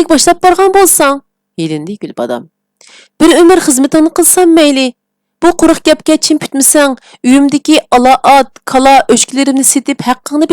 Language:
Uyghur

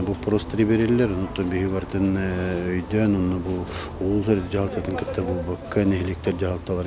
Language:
Yakut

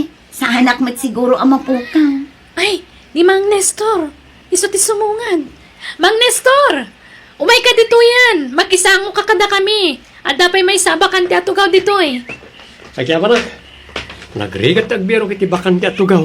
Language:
Iloko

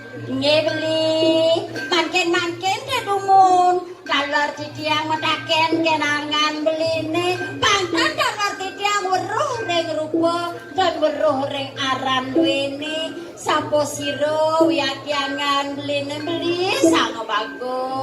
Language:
Balinese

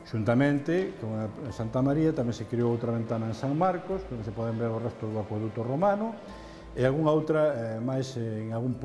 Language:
Galician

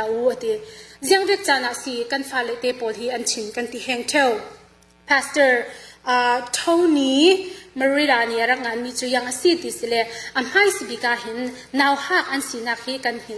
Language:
Falam Chin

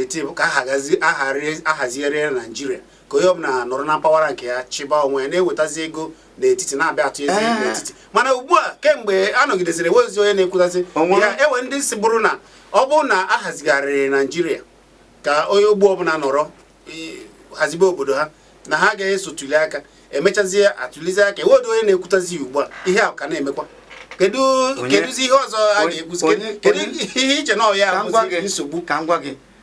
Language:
Igbo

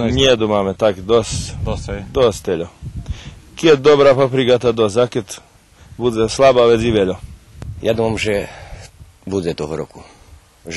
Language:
Rusyn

